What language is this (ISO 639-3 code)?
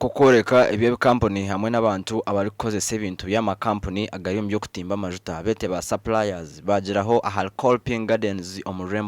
nyn